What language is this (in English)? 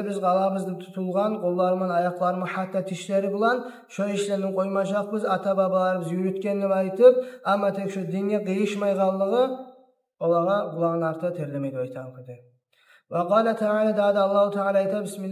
Kumyk